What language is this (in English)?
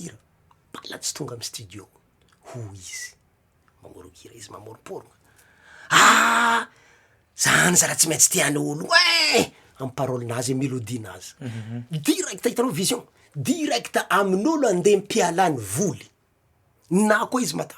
Malagasy